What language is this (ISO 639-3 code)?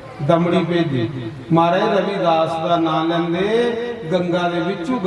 doi